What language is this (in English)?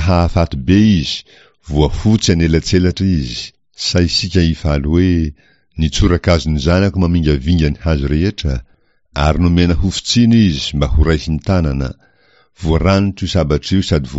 Malagasy